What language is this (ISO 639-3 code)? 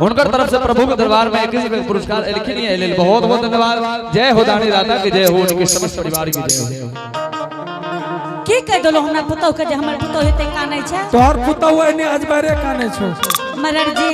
anp